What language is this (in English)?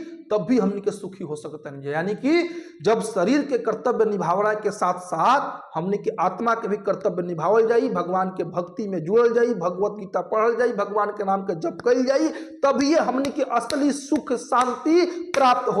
Bhojpuri